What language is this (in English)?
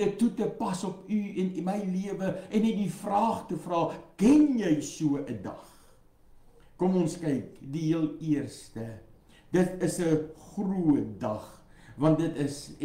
Afrikaans